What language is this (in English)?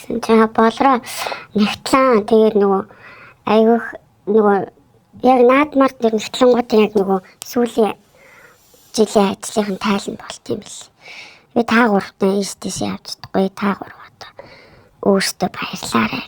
Mongolian